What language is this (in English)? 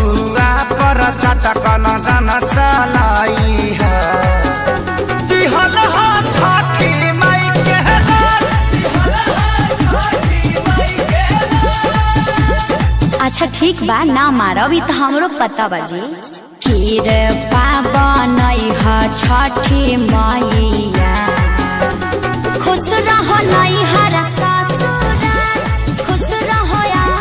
Bhojpuri